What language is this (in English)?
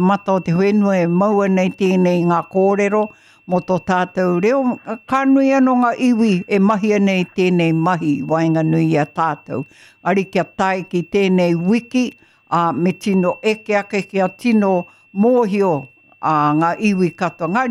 Māori